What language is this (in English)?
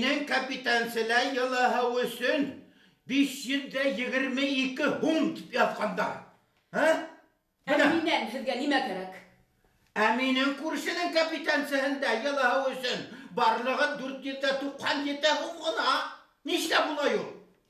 Bashkir